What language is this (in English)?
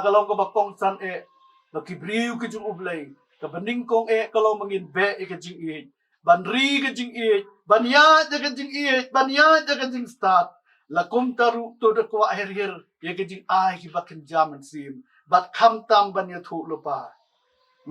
Khasi